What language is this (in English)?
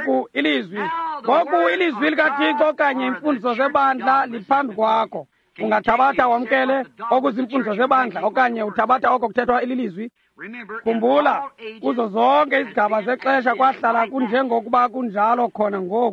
Xhosa